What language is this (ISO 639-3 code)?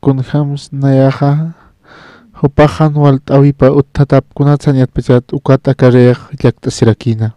aym